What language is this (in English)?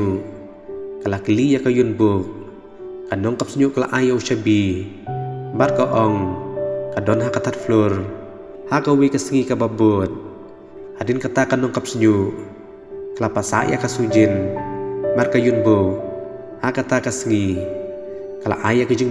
Khasi